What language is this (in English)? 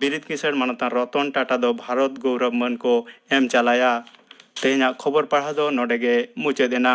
Santali